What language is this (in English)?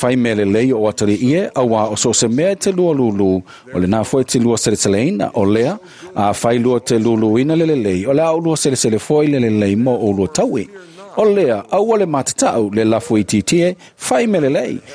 Samoan